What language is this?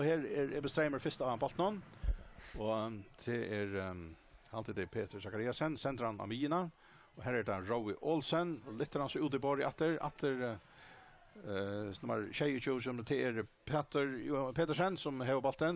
Faroese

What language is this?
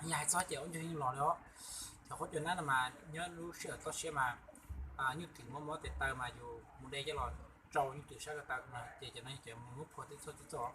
Hmong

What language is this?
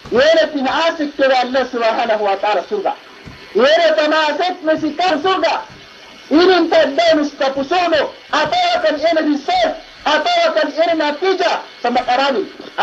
Yakan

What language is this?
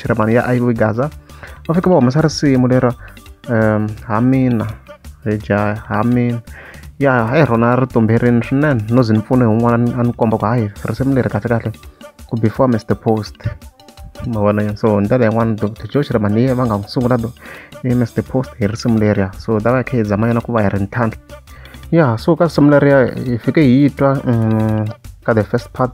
Tsonga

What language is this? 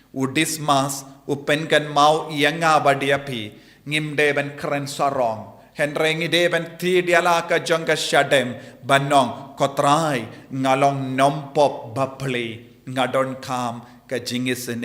Khasi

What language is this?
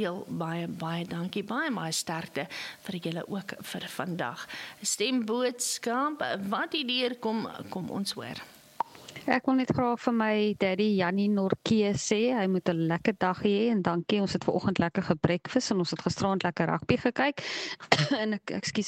Afrikaans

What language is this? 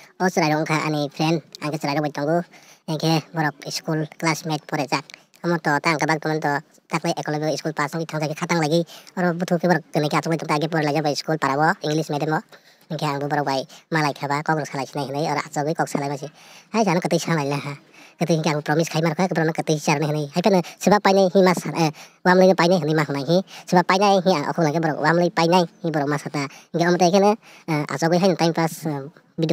Kok Borok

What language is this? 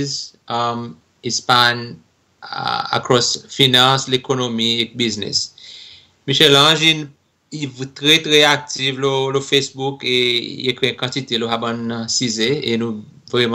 Seselwa Creole French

